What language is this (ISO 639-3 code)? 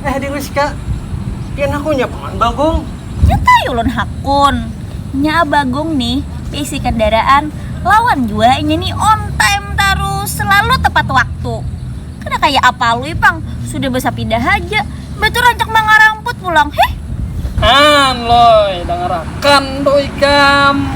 bjn